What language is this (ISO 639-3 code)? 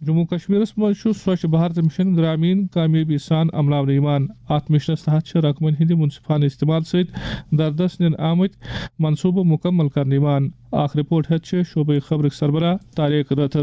kas